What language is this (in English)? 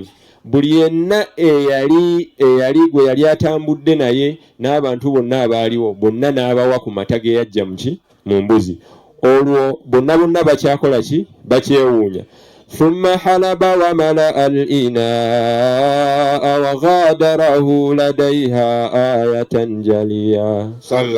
Ganda